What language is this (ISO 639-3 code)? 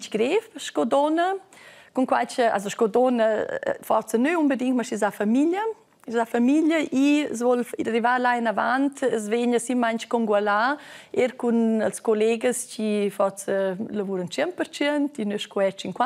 roh